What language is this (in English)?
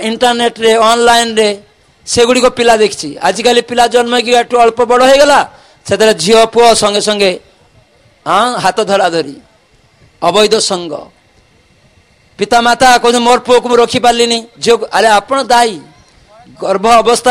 Odia